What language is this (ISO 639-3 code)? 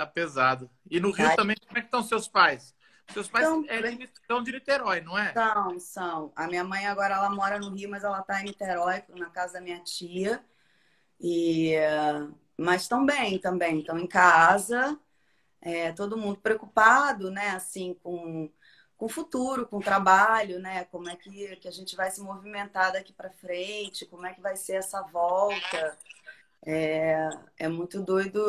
por